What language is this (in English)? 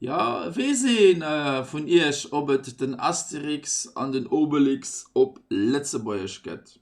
Luxembourgish